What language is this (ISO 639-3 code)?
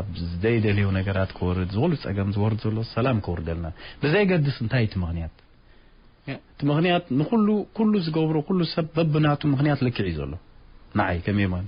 tir